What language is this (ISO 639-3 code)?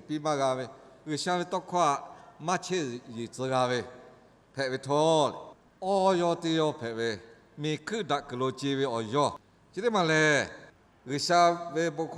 lhu